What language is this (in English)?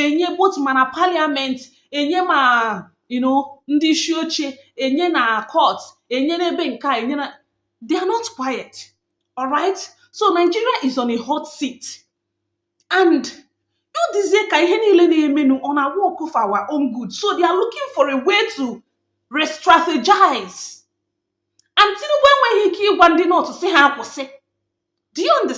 Igbo